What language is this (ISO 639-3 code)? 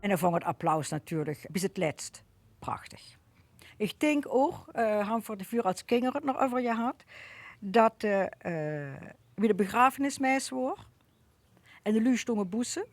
lim